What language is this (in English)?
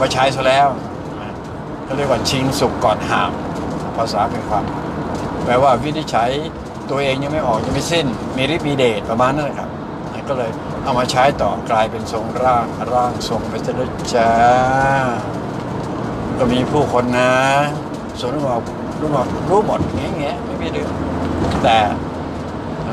Thai